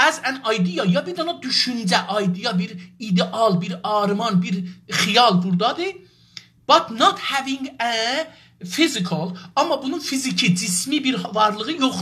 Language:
South Azerbaijani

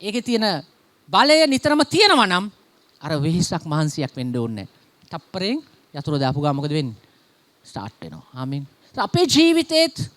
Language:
Sinhala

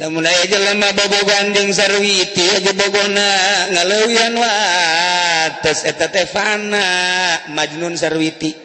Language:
Sundanese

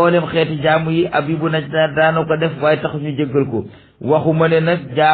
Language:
Wolof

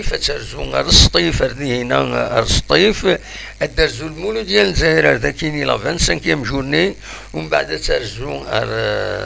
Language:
Kabyle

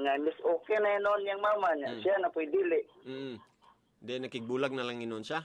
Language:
Cebuano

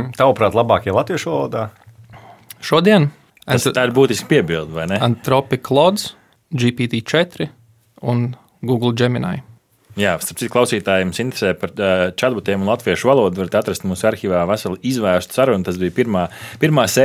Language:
Latvian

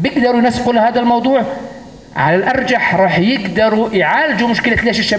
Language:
North Levantine Arabic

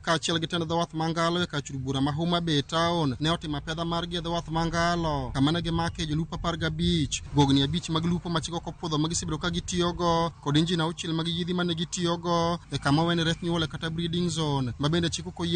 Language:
Luo (Kenya and Tanzania)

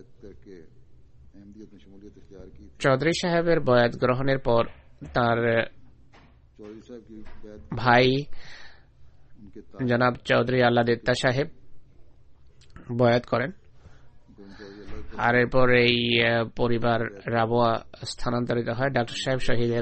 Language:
Bangla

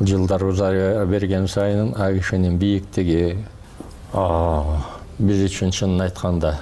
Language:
Kyrgyz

